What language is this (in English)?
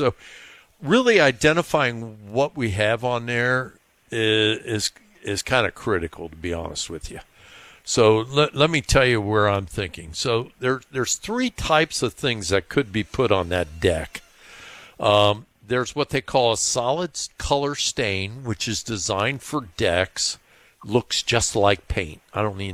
English